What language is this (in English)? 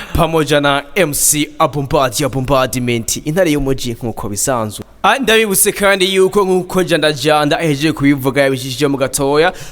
Rundi